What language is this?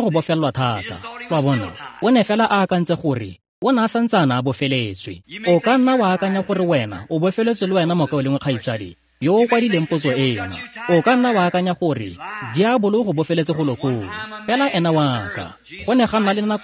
Tswana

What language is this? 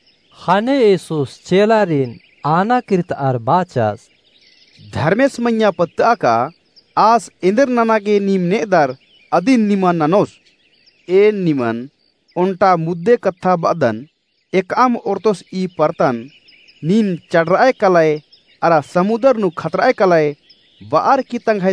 Kurukh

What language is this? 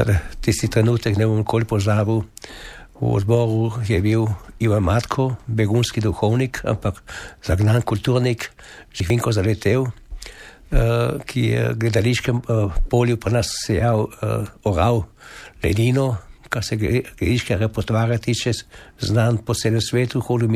Slovenian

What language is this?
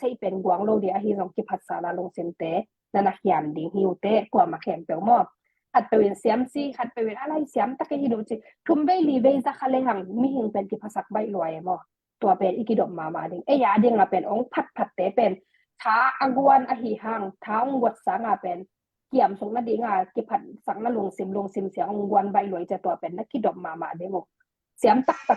Tedim Chin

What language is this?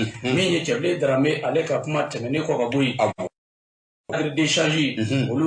Bambara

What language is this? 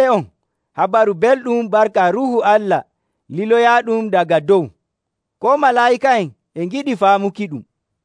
Nigerian Fulfulde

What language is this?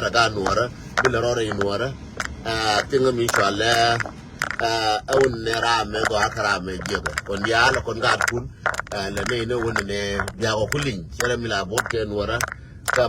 Nuer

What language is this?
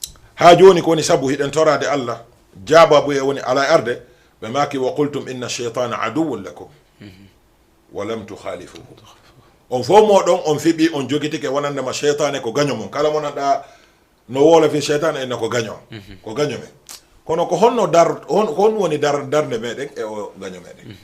Fula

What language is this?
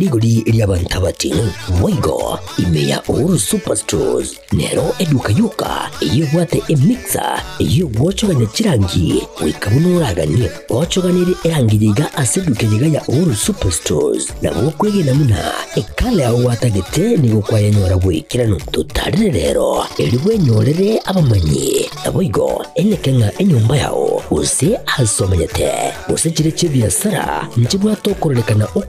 Gusii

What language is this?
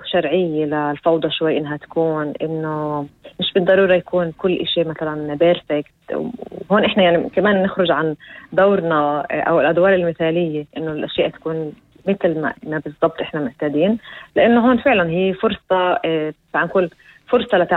North Levantine Arabic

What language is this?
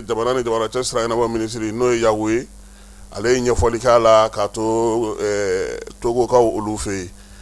Bambara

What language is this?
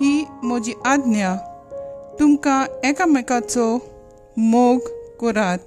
Konkani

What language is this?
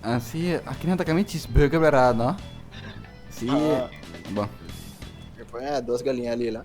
Papiamento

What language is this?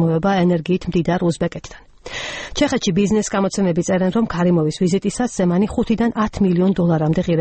Georgian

